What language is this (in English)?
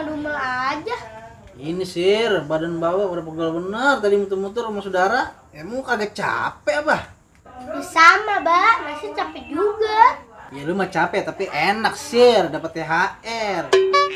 Betawi